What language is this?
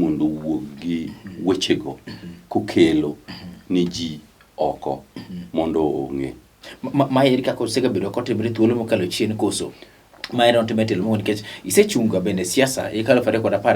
Luo (Kenya and Tanzania)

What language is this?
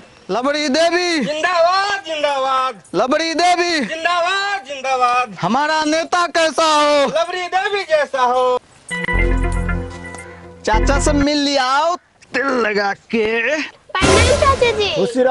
Bhojpuri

